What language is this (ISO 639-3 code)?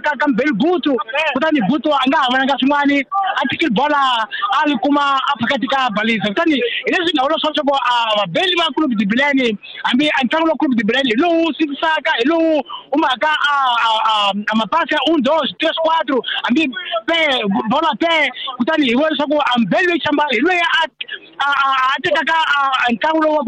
tso